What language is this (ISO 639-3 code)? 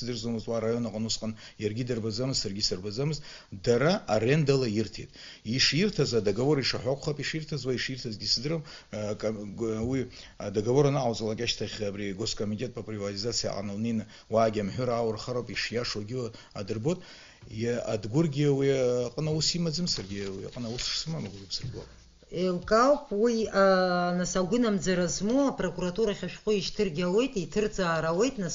abk